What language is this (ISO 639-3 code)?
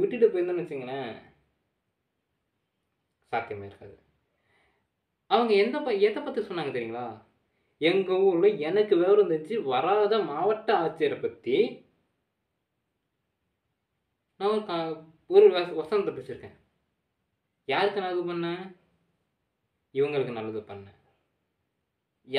tam